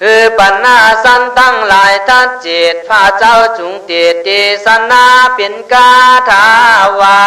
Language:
Khün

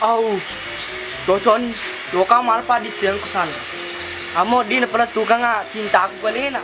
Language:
Buginese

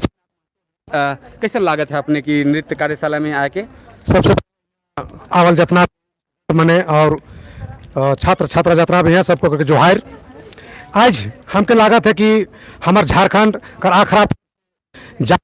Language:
Sadri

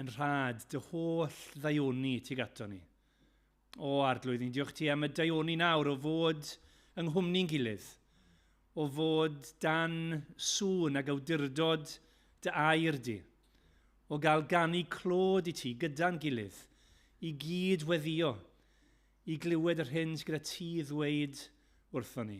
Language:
Welsh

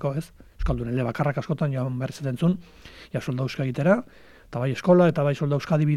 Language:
Basque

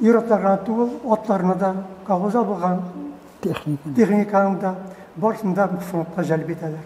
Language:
Tatar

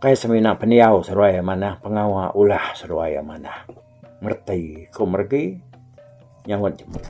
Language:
Iban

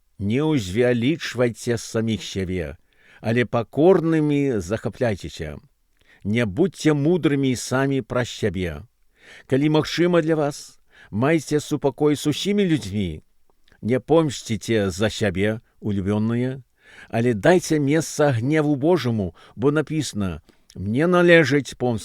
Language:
Belarusian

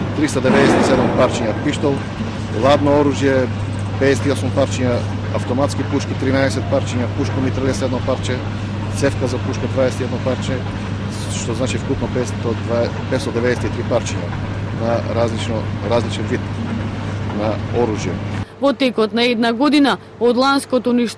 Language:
Macedonian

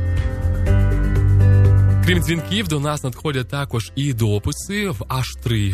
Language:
Ukrainian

